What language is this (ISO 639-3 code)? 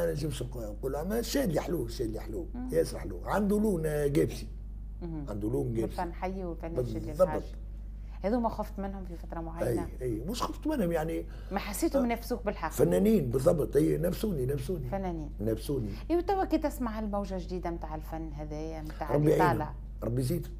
aeb